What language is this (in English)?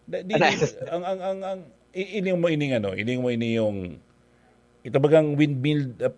Bikol